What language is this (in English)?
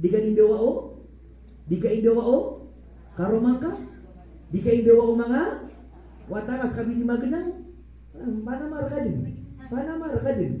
Maranao